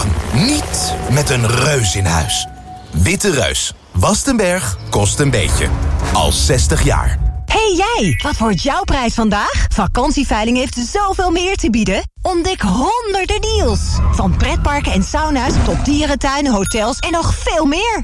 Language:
Dutch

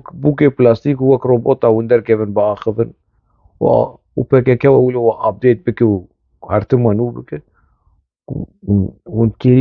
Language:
Kurdish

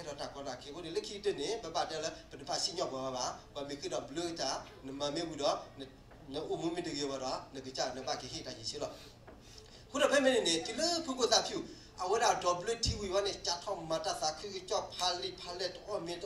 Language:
S'gaw Karen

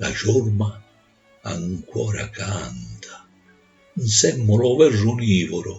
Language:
Sicilian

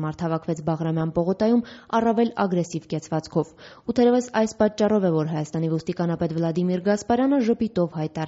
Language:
Armenian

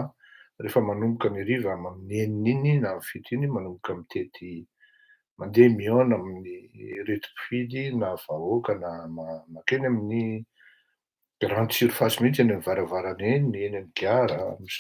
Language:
Malagasy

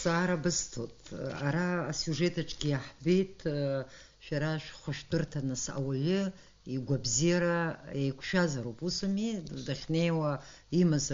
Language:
Abkhazian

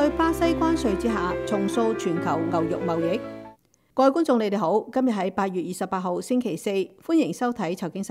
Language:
Cantonese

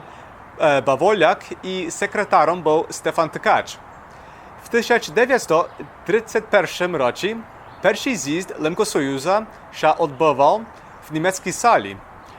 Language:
Rusyn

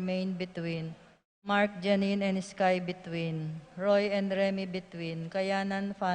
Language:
Pampanga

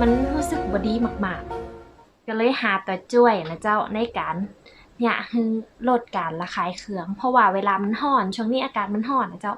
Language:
Northern Thai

